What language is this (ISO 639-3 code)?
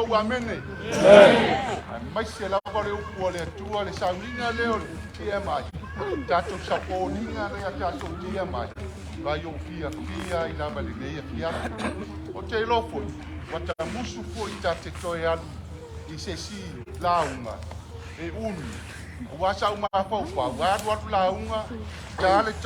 smo